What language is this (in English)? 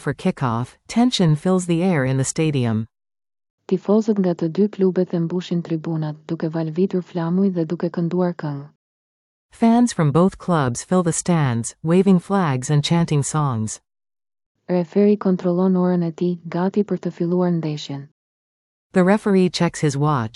Albanian